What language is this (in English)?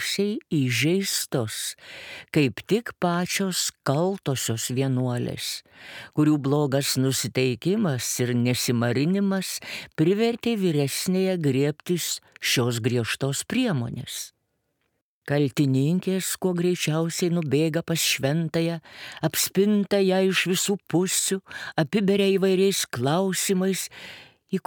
Lithuanian